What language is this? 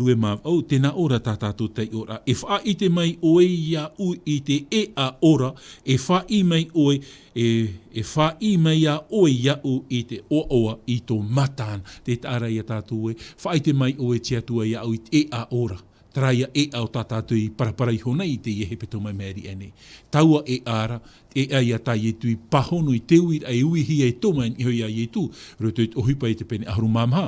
Tahitian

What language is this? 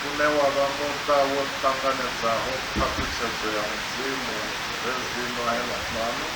Venda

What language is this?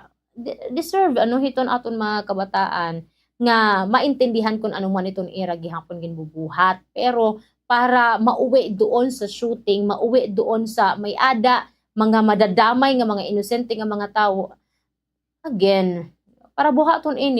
Waray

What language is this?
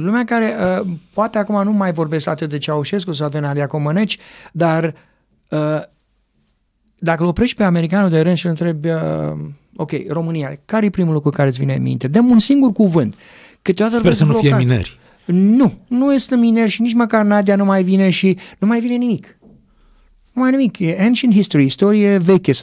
Romanian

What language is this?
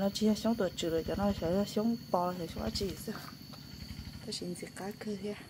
Hmong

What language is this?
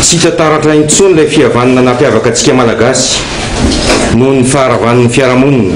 Malagasy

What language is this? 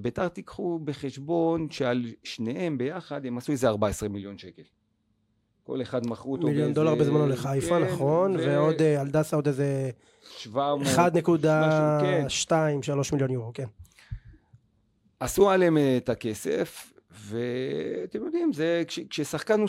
Hebrew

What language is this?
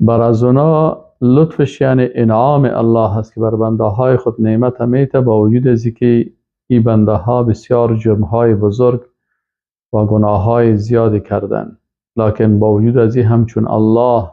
Persian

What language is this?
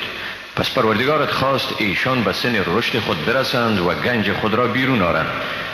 Persian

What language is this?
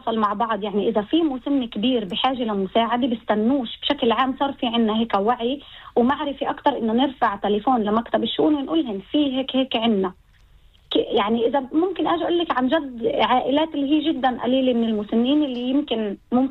North Levantine Arabic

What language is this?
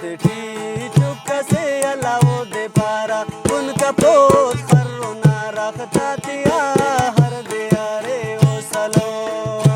Brahui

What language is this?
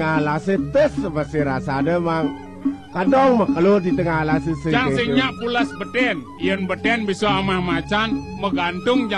Balinese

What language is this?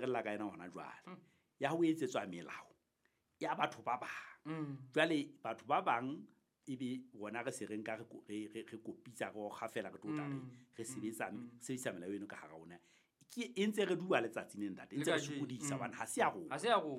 Southern Sotho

